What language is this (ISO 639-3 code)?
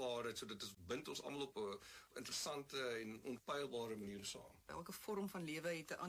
afr